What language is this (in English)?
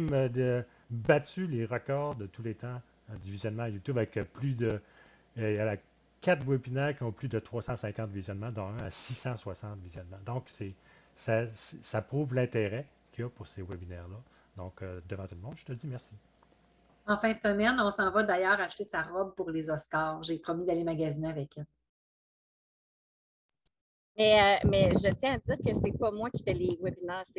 French